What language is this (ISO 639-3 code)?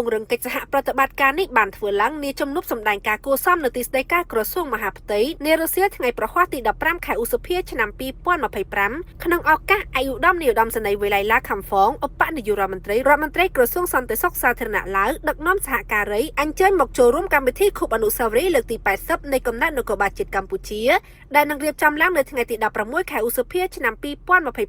khm